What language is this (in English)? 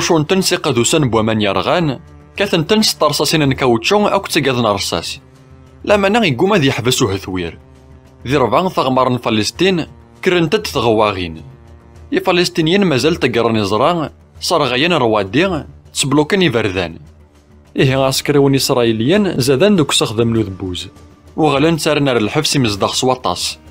Kabyle